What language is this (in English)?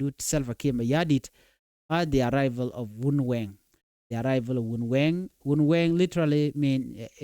Nuer